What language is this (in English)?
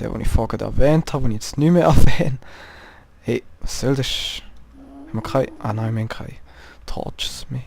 Swiss German